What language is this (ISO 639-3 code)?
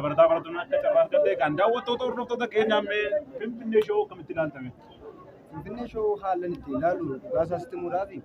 orm